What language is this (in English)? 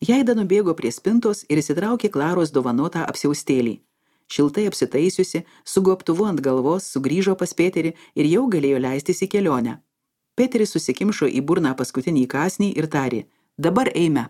Lithuanian